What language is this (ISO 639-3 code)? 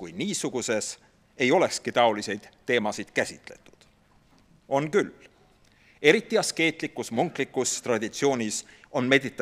est